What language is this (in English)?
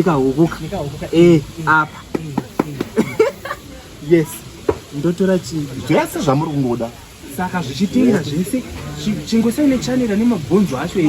Shona